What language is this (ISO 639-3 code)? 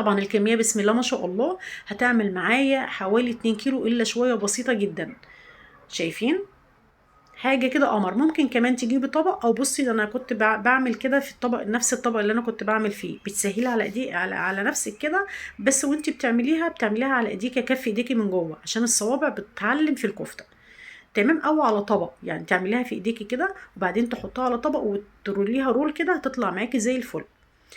arz